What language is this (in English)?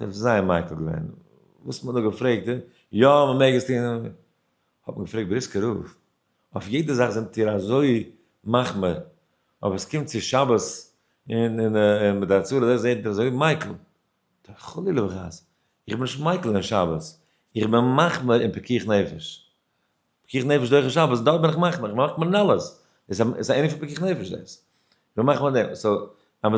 Yiddish